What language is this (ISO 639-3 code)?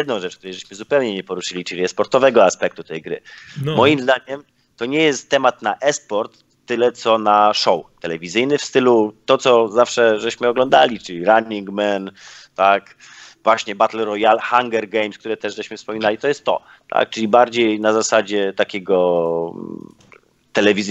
pol